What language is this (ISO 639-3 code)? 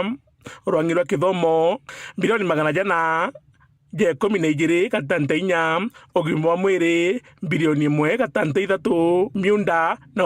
mer